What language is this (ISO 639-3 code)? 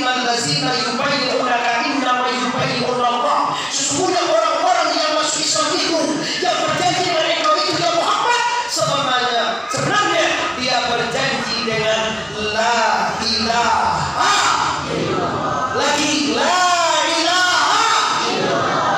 min